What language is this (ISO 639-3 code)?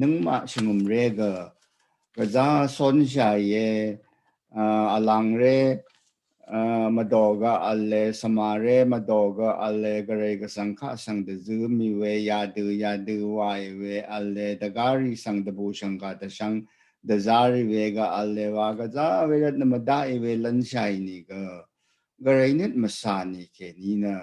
raw